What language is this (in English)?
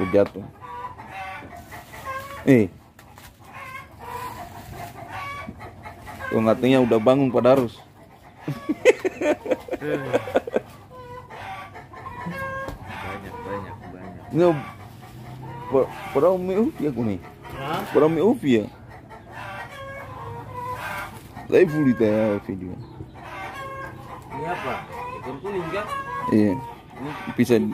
Indonesian